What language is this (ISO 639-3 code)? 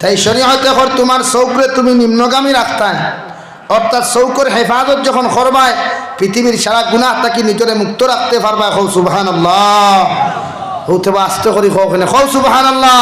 syl